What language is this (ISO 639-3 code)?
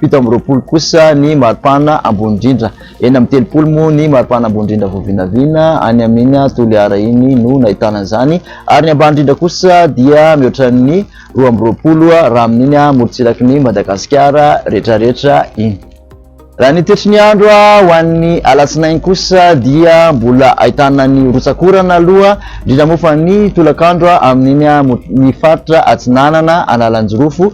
mlg